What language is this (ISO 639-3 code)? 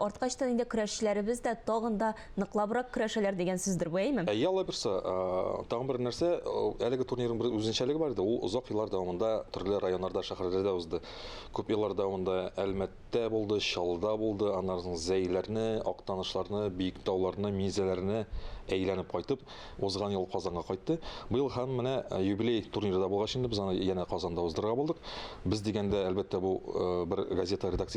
tat